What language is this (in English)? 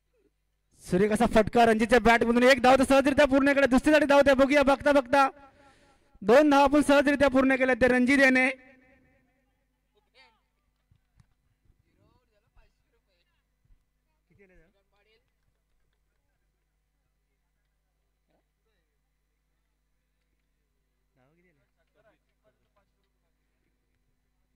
Marathi